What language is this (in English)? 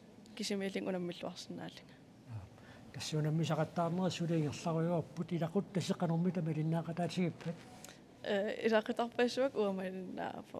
Kalaallisut